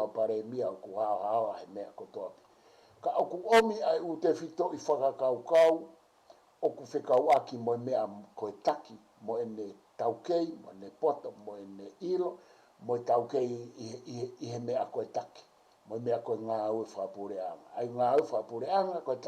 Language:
Tongan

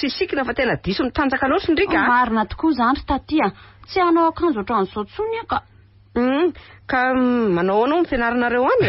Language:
Malagasy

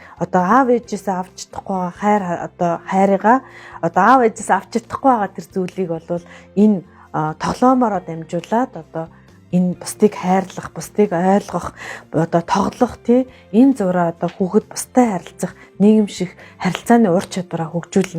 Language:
Mongolian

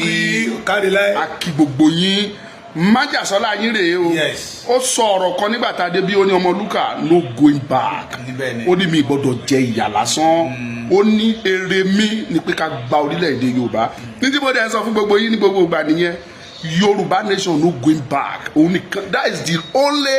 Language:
Yoruba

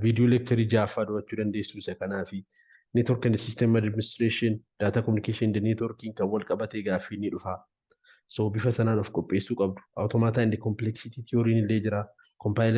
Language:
Oromo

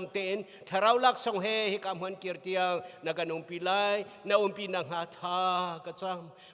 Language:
Hakha Chin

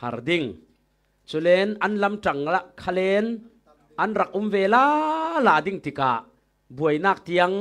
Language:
Falam Chin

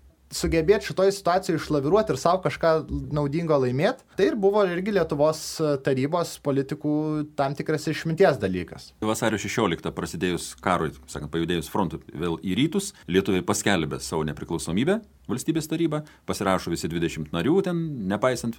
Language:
Lithuanian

